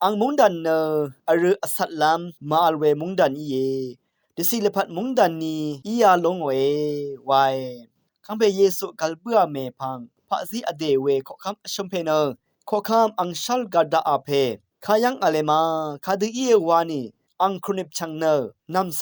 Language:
Rawang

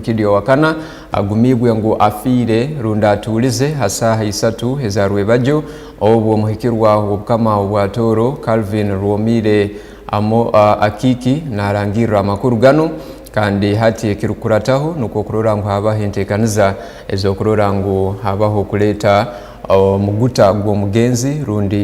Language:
Tooro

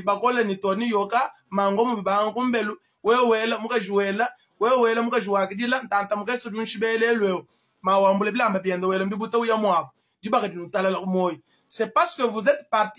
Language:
Luba-Lulua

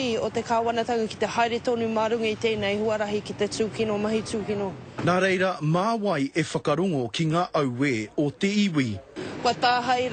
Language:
Māori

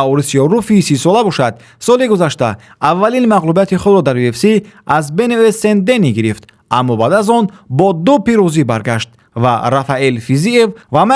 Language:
Tajik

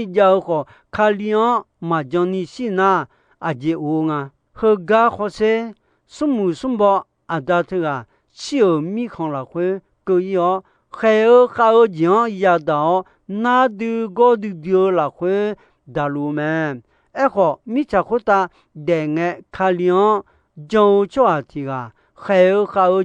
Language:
Akha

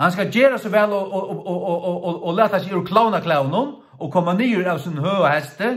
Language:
Faroese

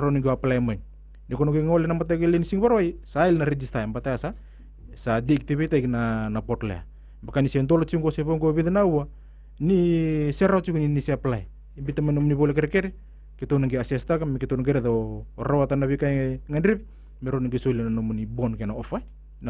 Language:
Fijian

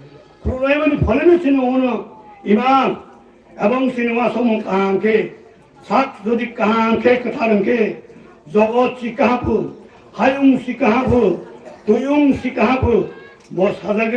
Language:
Kok Borok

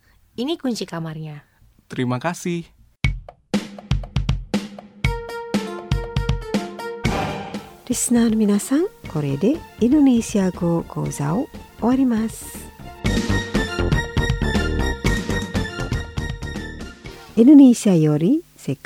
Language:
Japanese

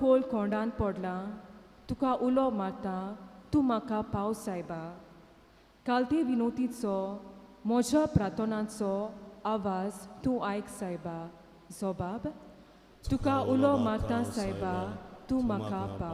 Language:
Konkani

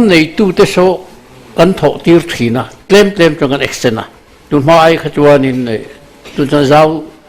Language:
Mizo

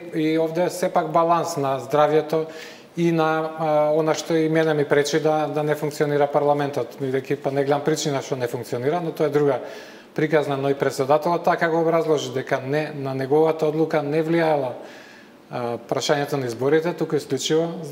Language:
Macedonian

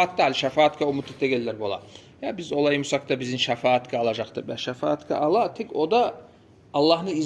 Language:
Kumyk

